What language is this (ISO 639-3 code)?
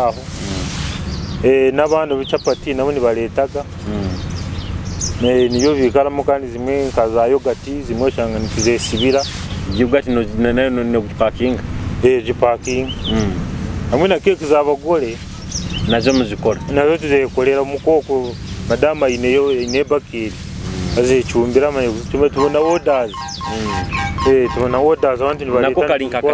nyo